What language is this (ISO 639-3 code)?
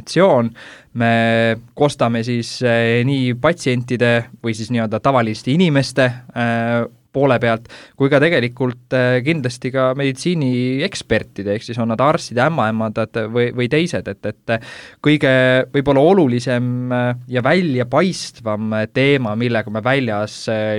est